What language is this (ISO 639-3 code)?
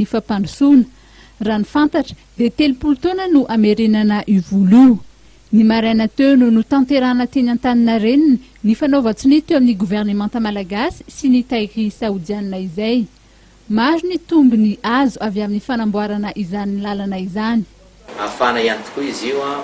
mlg